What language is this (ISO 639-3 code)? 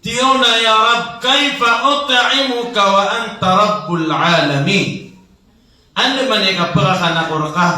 mrw